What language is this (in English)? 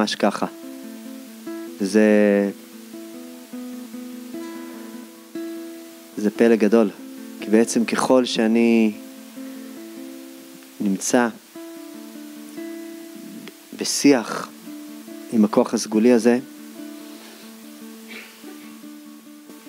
Hebrew